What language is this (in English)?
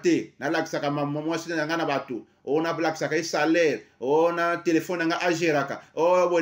Lingala